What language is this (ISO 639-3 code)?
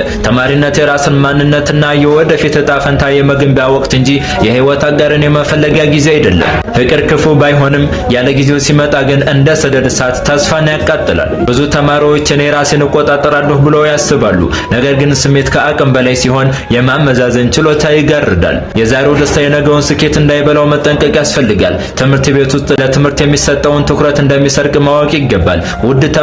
amh